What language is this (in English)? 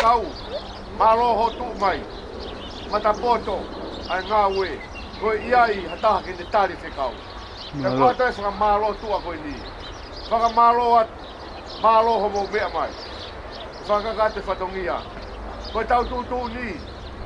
Tongan